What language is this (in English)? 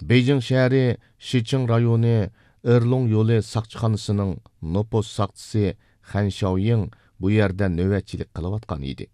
Uyghur